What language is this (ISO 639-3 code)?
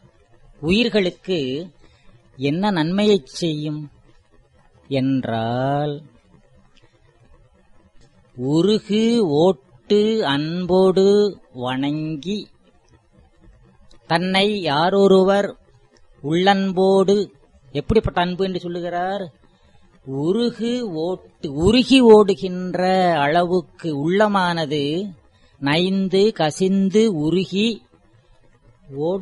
tam